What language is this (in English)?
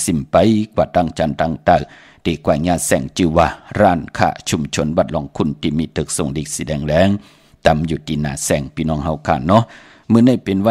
Shan